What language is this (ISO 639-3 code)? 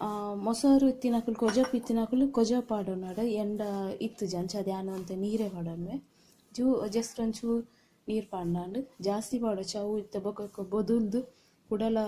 tcy